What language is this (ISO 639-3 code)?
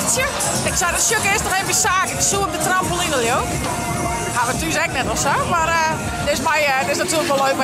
fry